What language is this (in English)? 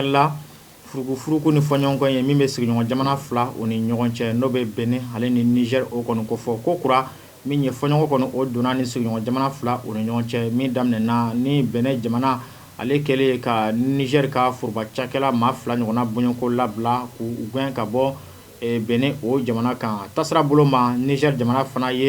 Bambara